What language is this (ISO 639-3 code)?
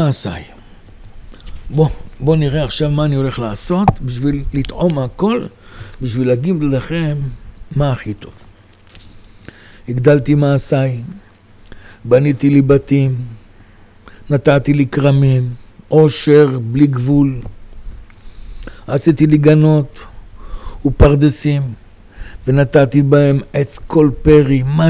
heb